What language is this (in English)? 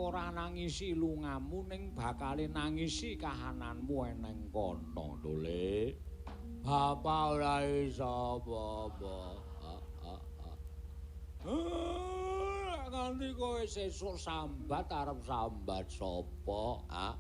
Javanese